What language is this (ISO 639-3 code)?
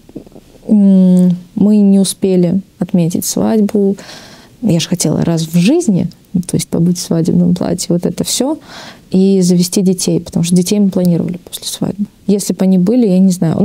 rus